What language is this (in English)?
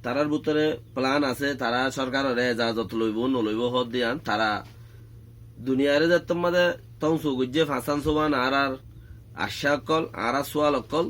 Rohingya